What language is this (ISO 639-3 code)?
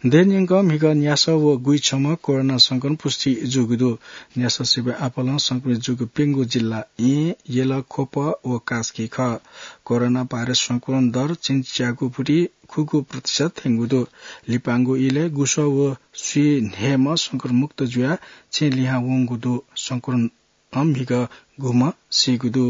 new